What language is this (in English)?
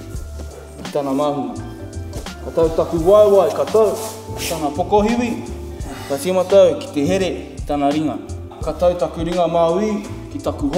Māori